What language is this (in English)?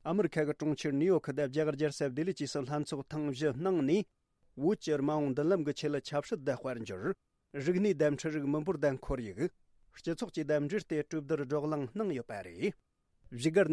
Tibetan